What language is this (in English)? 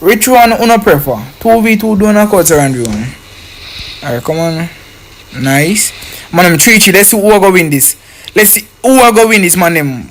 Jamaican Creole English